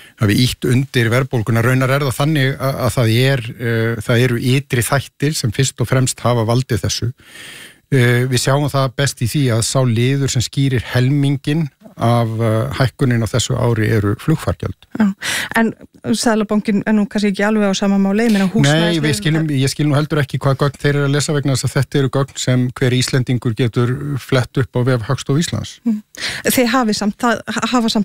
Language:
Icelandic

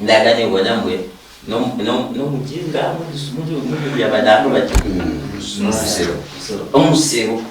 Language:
Luyia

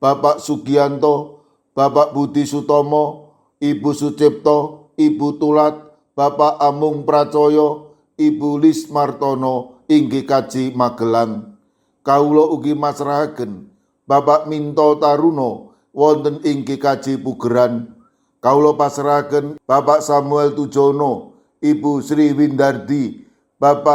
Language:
Javanese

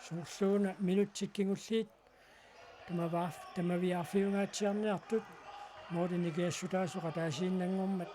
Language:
Kalaallisut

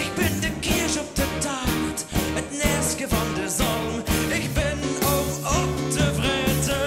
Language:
Limburgish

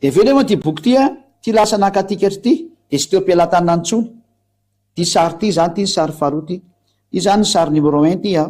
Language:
Malagasy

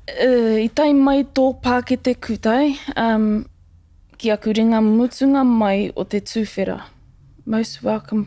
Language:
Māori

